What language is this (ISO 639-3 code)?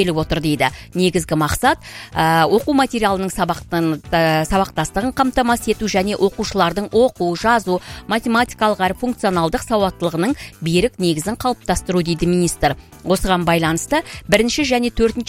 kaz